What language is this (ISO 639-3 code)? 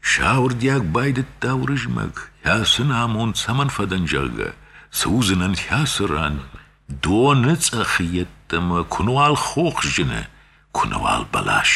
oss